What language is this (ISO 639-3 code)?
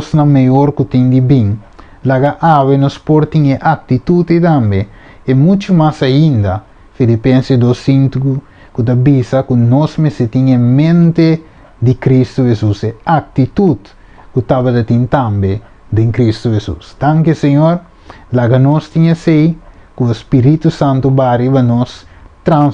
pap